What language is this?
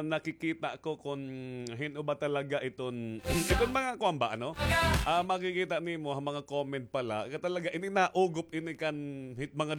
Waray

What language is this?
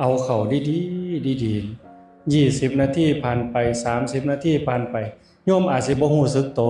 Northeastern Thai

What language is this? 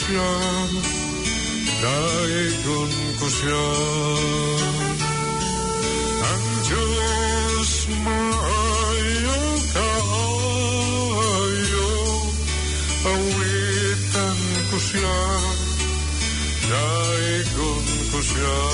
Filipino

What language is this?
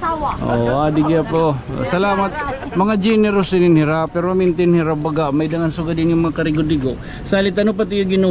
Waray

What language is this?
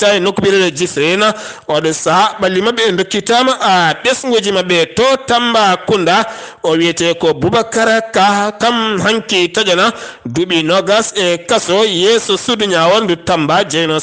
Fula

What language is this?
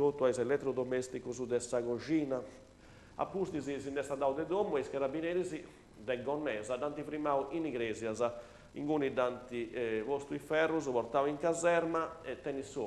Sardinian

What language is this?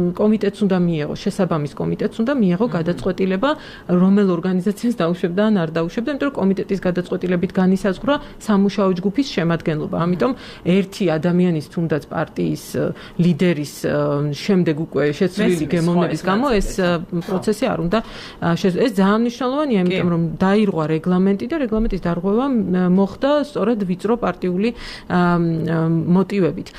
Georgian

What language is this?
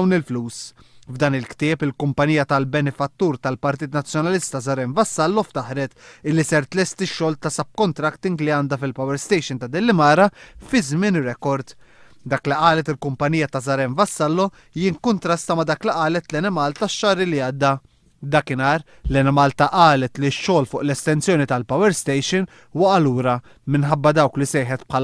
Maltese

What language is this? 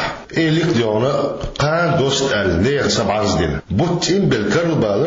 Chechen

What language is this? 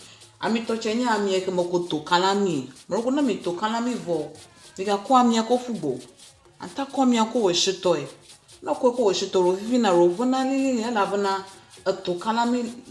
Ewe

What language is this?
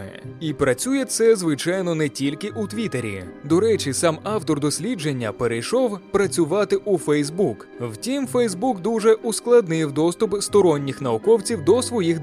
Ukrainian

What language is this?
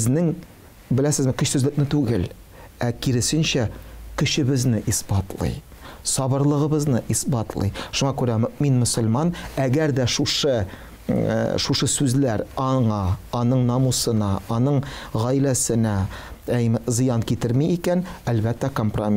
Tatar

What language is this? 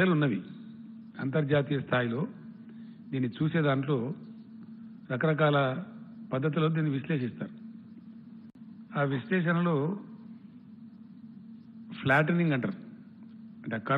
Telugu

